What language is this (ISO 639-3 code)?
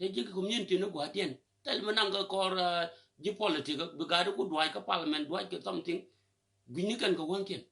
nus